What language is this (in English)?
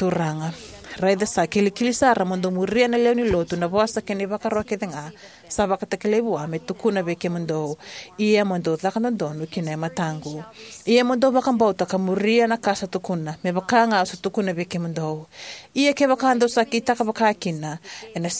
Fijian